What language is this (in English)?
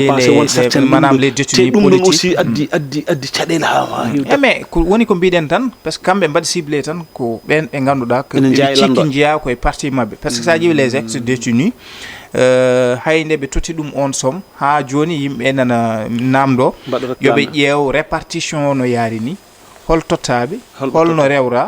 Fula